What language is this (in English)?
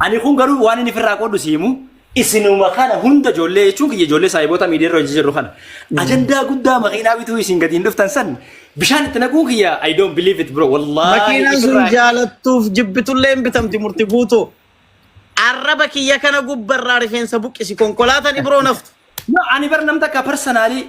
Oromo